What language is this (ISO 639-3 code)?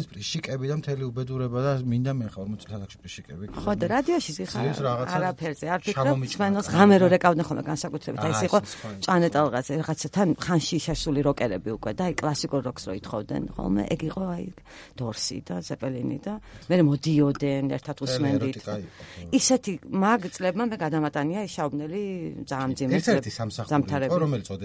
kat